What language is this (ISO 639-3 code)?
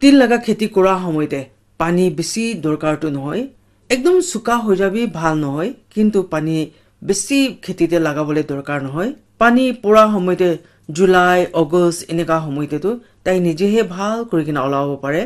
nag